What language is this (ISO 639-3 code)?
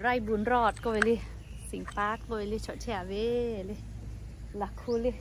lhu